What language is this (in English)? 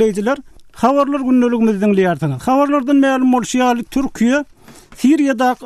Turkmen